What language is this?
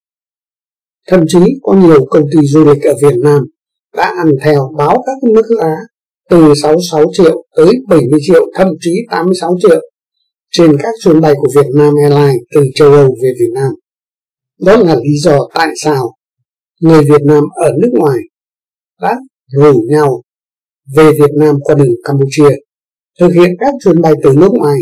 Vietnamese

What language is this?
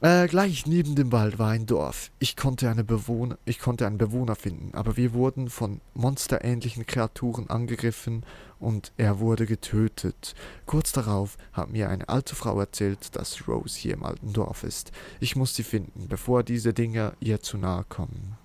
Swiss German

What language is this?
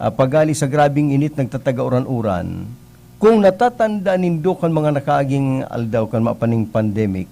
Bikol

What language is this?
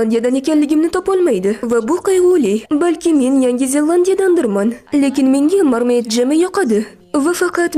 Uzbek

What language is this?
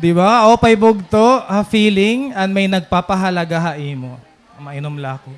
Waray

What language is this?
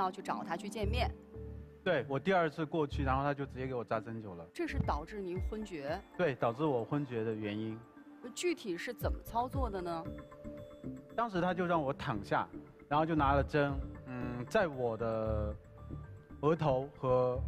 Chinese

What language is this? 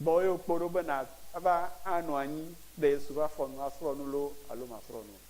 Ewe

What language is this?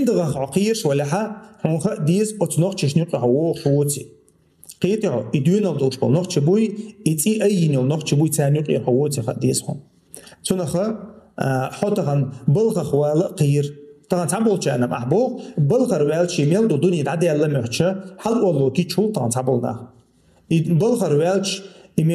Chechen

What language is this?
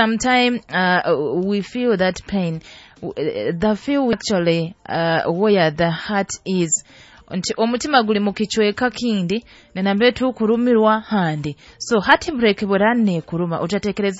Nyoro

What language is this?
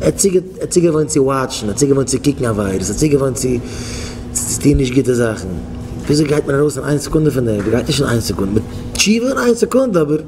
Yiddish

